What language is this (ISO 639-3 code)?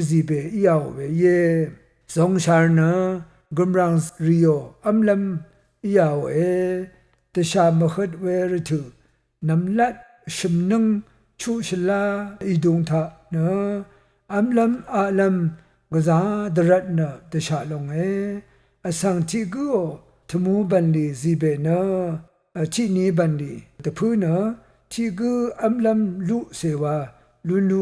raw